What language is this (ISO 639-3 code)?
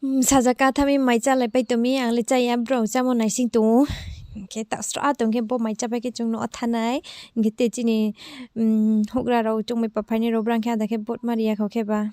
ria